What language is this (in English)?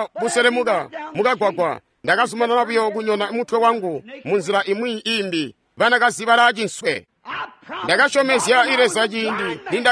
Tonga (Zambia)